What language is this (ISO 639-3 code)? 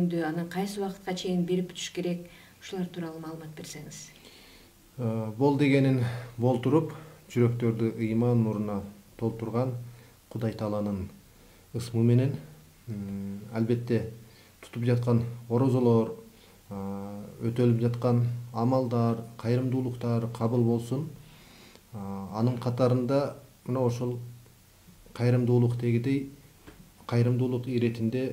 kir